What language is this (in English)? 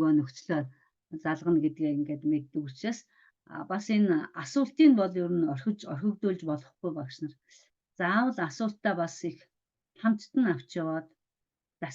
Mongolian